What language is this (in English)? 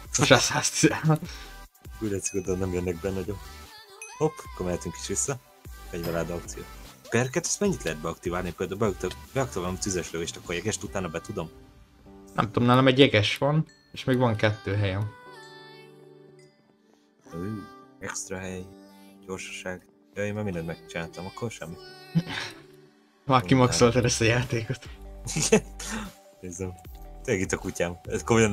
Hungarian